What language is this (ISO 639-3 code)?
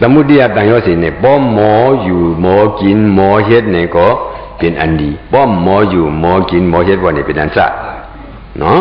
shn